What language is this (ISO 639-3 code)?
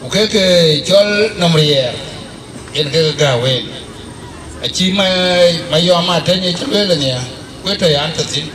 din